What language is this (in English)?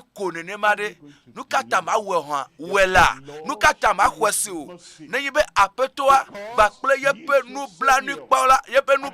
Ewe